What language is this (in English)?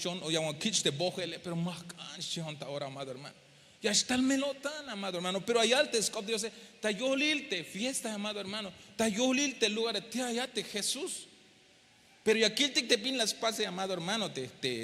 Tzeltal